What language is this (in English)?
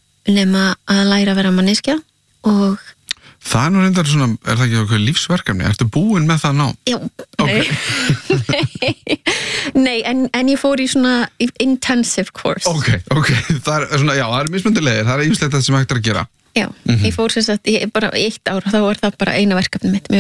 Icelandic